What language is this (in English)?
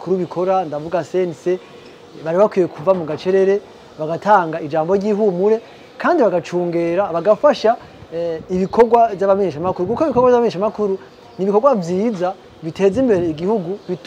Rundi